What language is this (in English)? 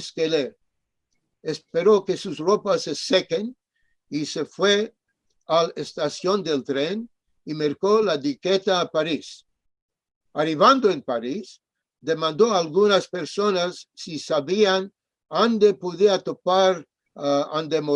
Ladino